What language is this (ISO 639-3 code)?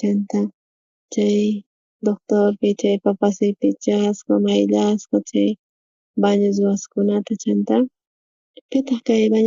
quh